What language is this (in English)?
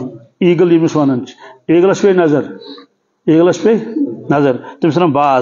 Kashmiri